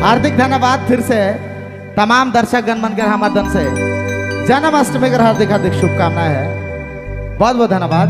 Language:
Sadri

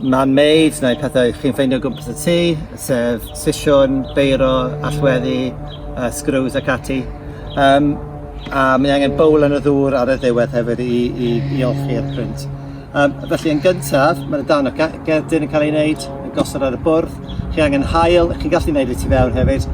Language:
Welsh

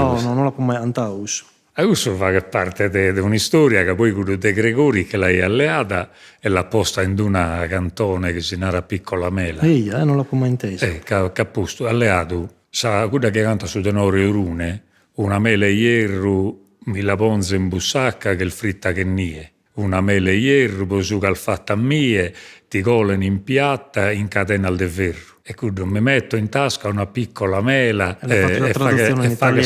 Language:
Sardinian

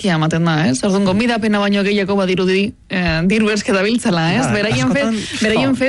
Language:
Basque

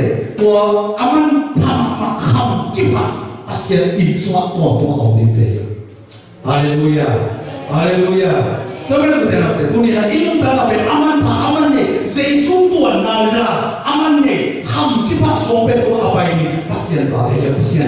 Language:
Tedim Chin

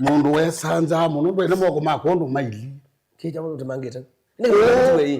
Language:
Kamba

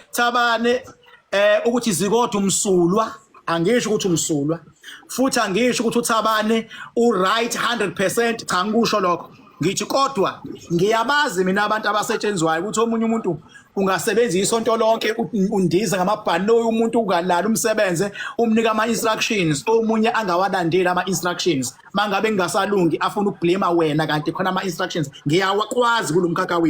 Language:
Zulu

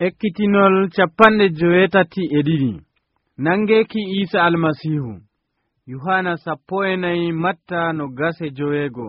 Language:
Nigerian Fulfulde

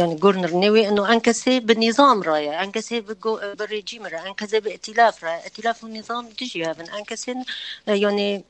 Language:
Kurdish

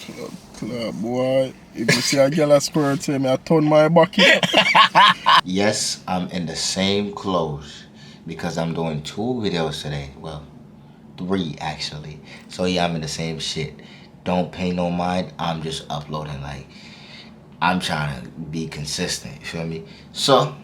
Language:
Jamaican Creole English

